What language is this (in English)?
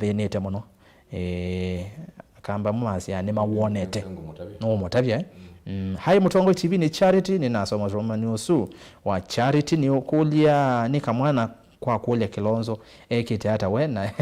Kamba